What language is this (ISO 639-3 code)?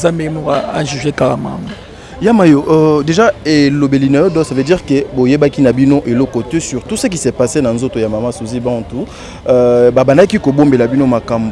lin